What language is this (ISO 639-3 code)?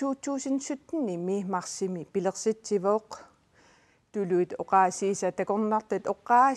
kal